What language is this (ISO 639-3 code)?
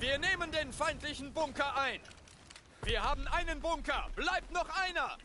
gsw